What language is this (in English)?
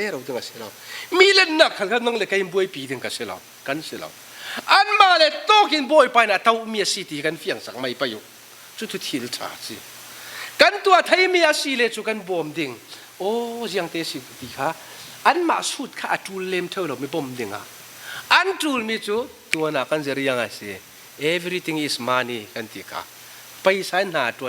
Falam Chin